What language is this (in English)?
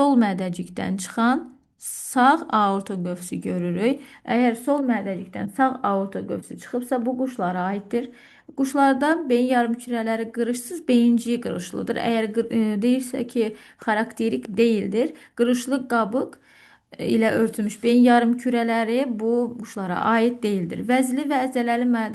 Azerbaijani